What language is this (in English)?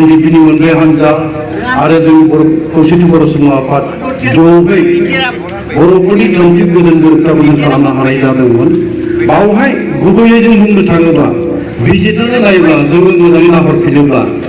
Bodo